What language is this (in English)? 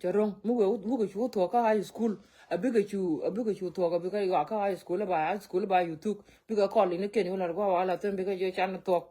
Nuer